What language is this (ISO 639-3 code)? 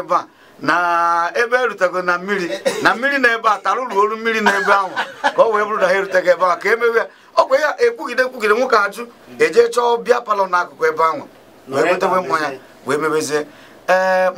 ibo